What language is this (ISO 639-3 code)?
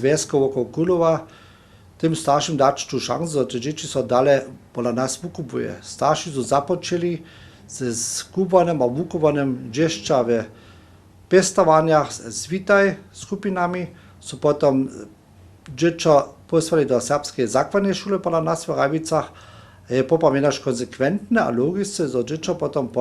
hsb